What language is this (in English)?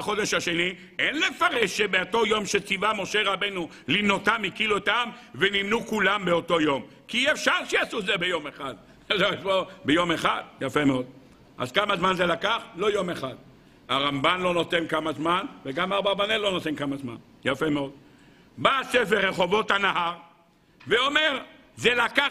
Hebrew